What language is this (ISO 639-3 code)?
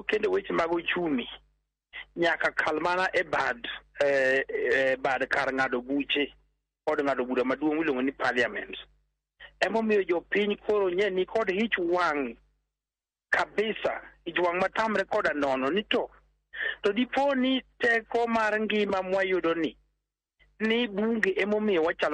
luo